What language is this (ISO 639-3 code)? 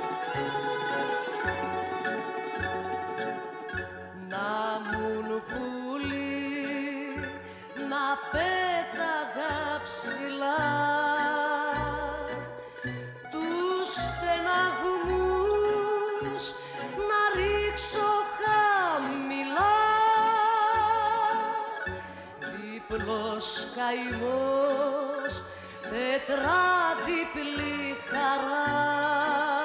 ell